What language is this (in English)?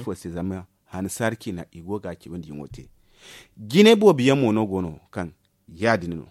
Zarma